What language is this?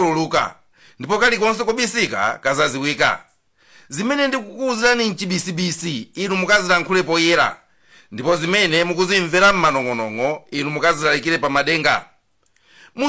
Nyanja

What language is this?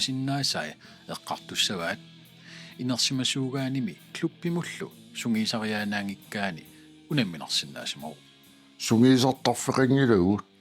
Kalaallisut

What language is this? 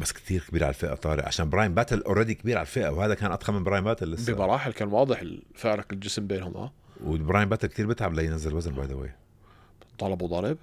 North Levantine Arabic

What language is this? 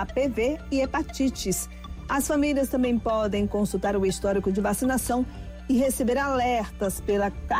Portuguese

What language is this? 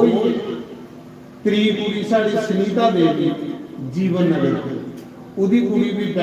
Dogri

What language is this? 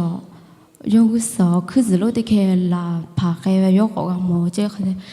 Lahu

